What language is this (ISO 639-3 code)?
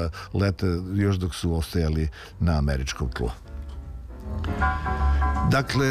srp